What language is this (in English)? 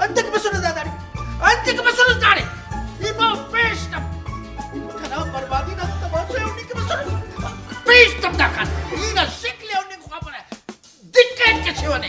Brahui